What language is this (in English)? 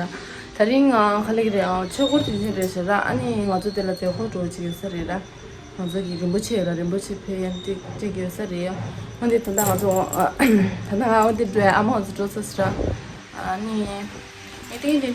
Tibetan